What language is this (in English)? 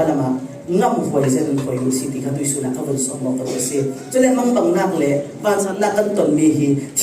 Falam Chin